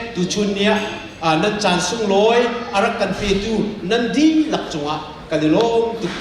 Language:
Hakha Chin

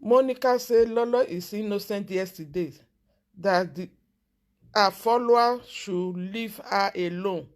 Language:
Nigerian Pidgin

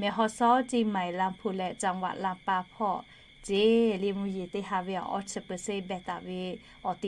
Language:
Lahu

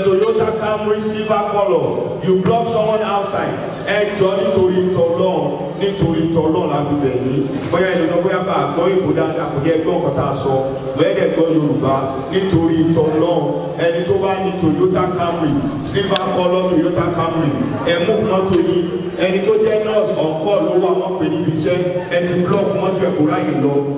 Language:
Yoruba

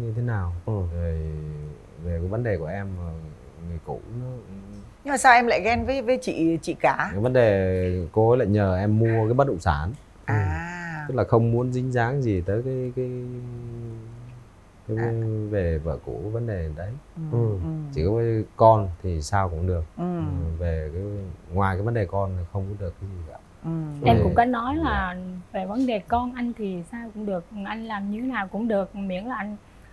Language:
Vietnamese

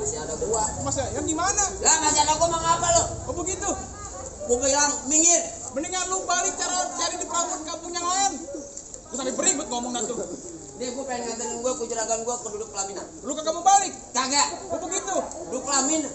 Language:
Betawi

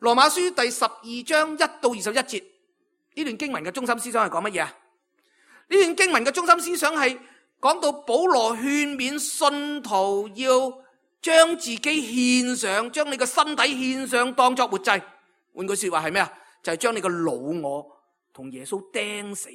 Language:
Cantonese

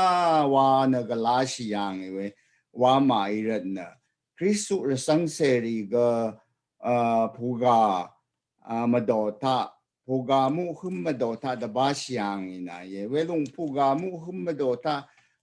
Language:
Rawang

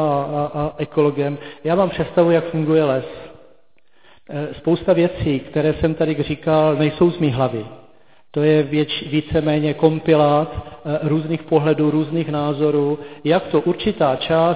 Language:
Czech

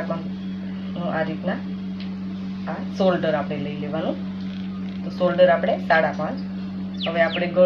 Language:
Gujarati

